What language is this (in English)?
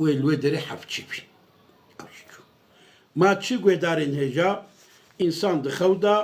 Kurdish